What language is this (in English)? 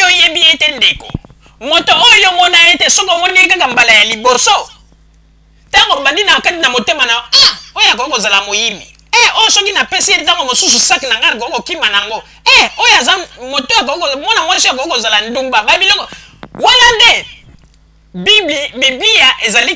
Lingala